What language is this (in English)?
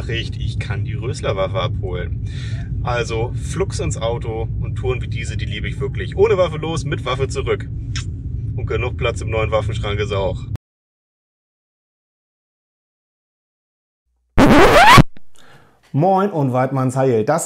German